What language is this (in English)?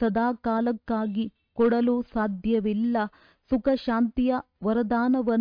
Kannada